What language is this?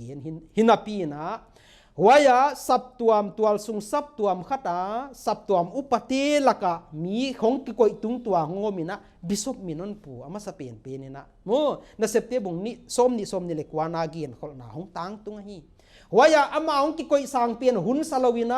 Paite Chin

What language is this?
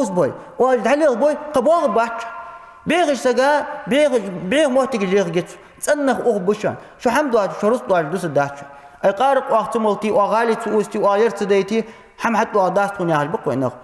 Ingush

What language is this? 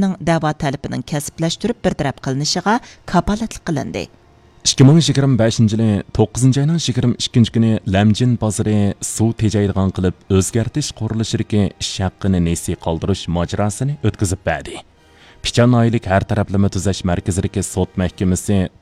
Uyghur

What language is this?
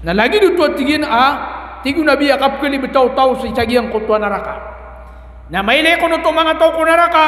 Maranao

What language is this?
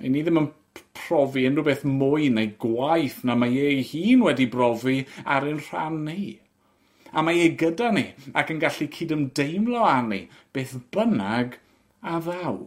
Welsh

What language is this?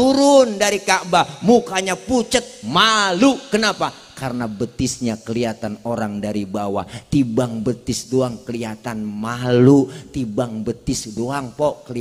Betawi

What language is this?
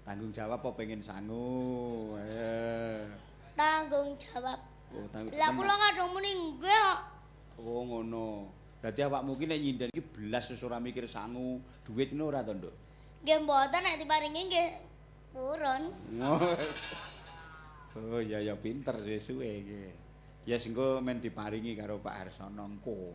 Javanese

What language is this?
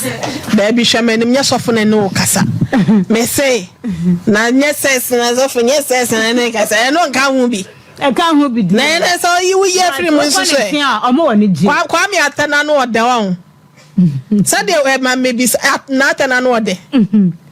Akan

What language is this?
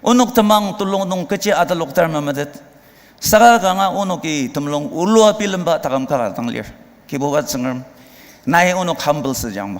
Ao Naga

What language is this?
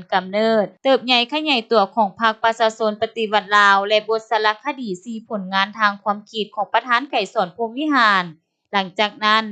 Lao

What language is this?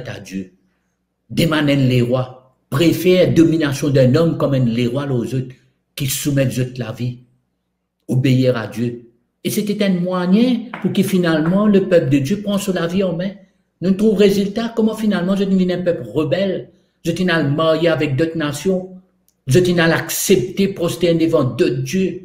Morisyen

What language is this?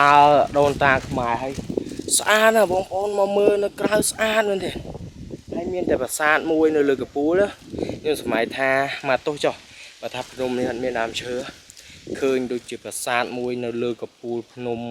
Khmer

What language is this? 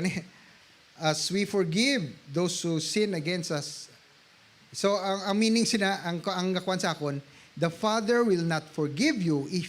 Hiligaynon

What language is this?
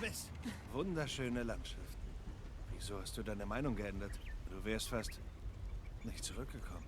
Swiss German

